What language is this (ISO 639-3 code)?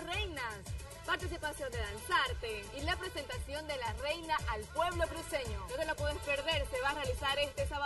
spa